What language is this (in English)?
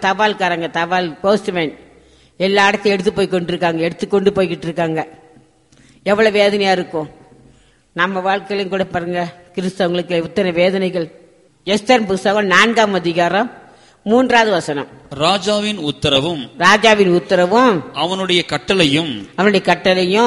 Tamil